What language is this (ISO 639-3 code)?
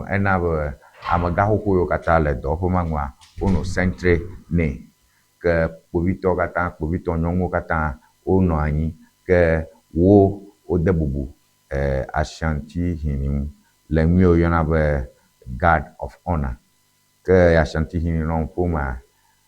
ewe